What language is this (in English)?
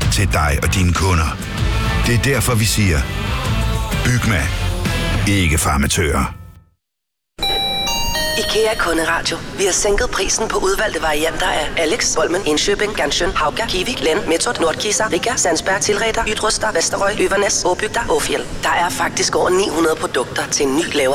Danish